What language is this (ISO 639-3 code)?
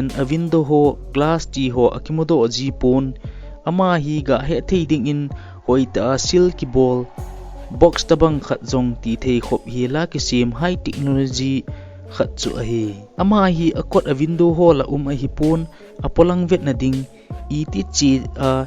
tcz